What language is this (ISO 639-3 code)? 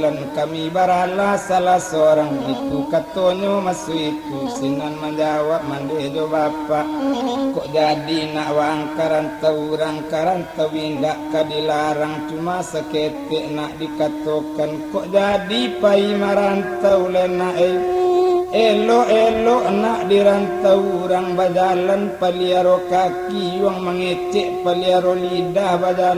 min